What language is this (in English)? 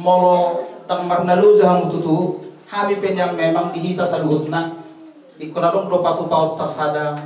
Batak Toba